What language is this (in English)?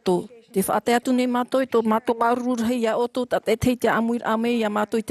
Tahitian